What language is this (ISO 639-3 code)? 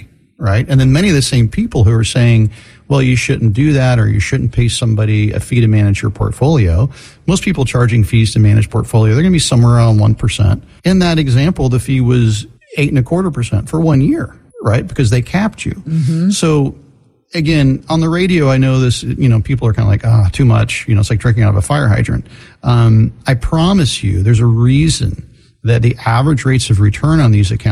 eng